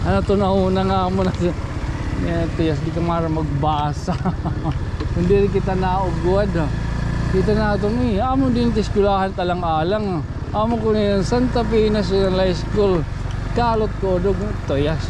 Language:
Waray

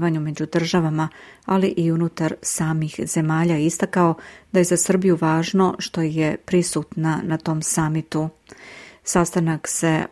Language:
Serbian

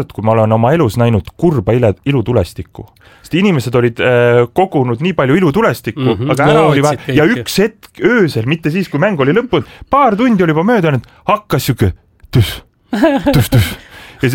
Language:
Estonian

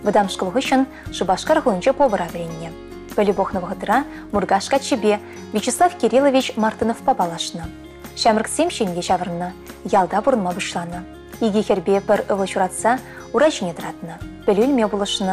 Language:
Chuvash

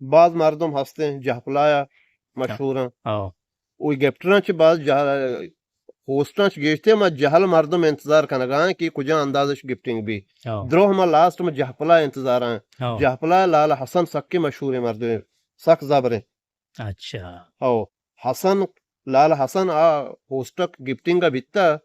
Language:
Eastern Balochi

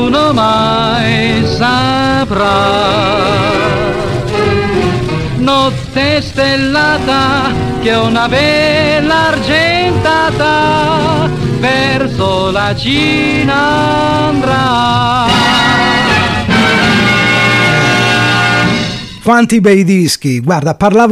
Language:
Italian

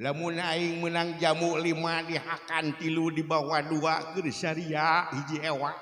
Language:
Sundanese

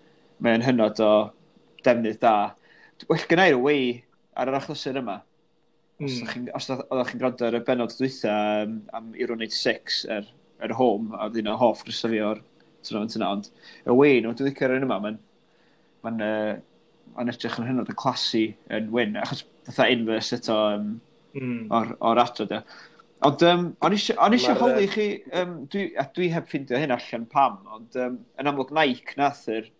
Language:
Welsh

